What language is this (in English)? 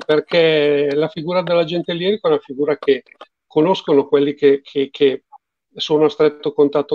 Italian